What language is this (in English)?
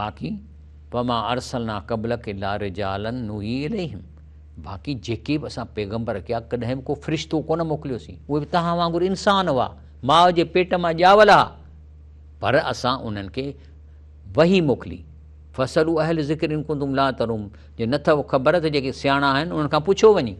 Sindhi